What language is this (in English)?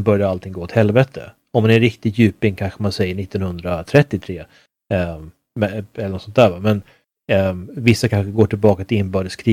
Swedish